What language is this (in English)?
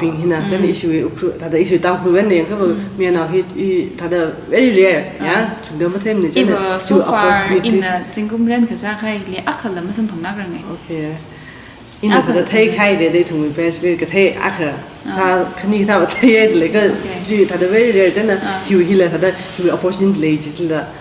Tangkhul Naga (India)